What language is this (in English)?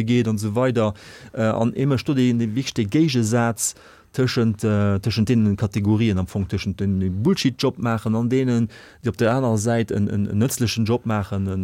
Luxembourgish